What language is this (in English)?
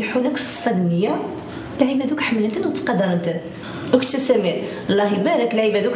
Kabyle